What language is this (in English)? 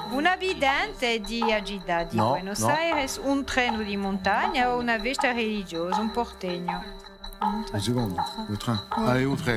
Corsican